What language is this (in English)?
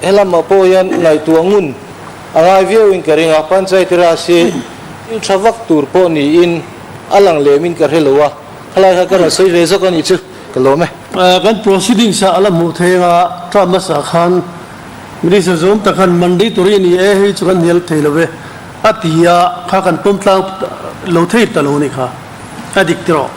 Mizo